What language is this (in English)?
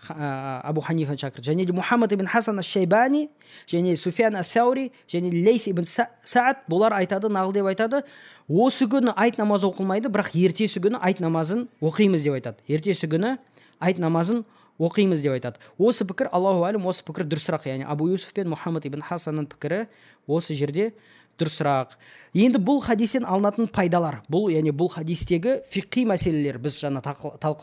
Kazakh